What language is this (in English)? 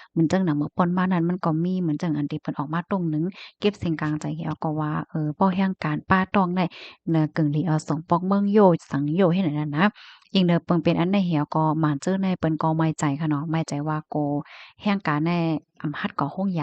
Shan